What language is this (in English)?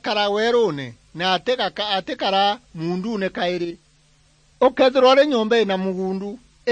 Meru